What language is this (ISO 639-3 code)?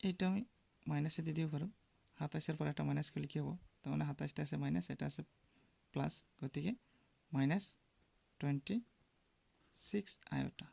asm